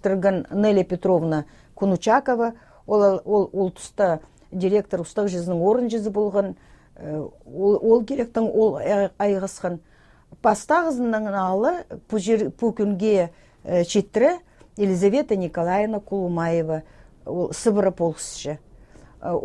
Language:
Khakas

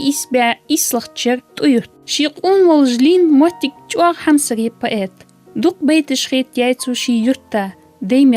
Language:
Ingush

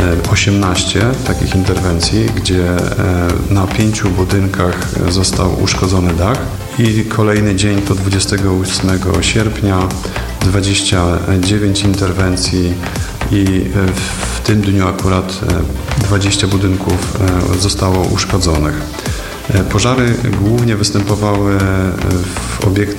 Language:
Polish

